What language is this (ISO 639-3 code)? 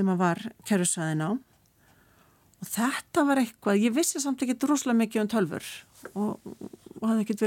isl